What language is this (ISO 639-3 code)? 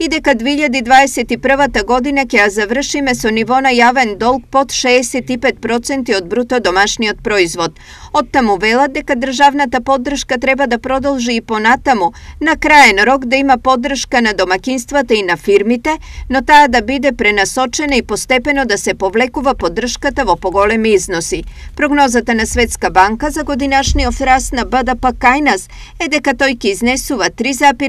mkd